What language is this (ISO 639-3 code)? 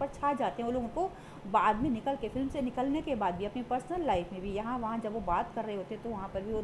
hin